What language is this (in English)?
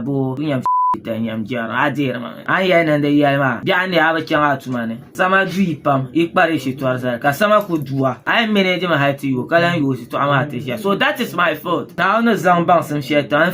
Dagbani